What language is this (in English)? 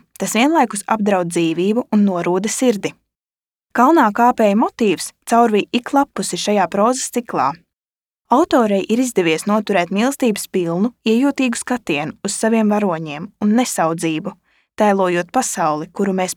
Latvian